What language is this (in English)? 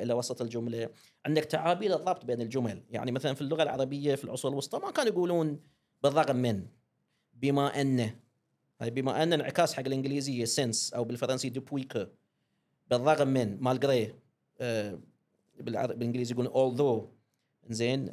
Gulf Arabic